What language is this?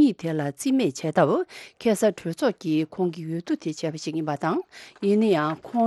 Tibetan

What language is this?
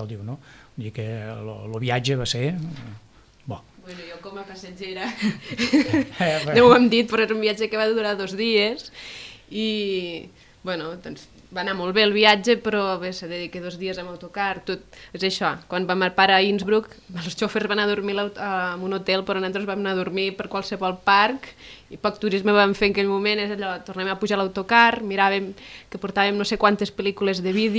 Catalan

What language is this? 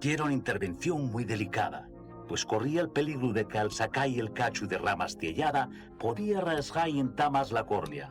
Asturian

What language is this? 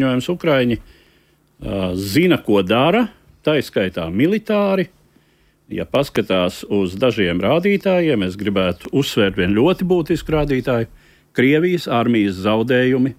Latvian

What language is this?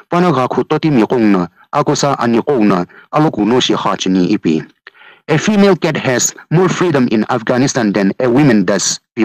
Sumi Naga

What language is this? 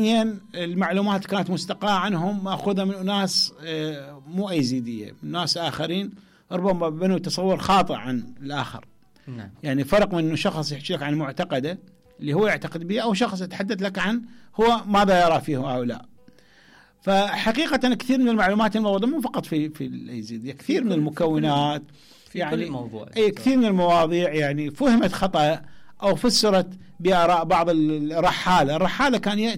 Mesopotamian Arabic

